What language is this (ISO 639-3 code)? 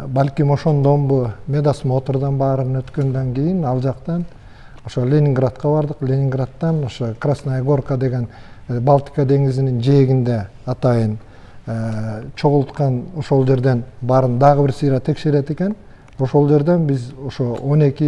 kir